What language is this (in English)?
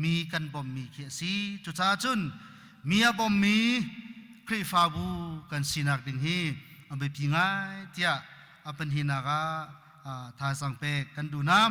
Hakha Chin